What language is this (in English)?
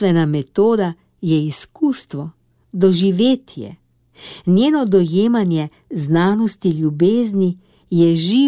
Slovenian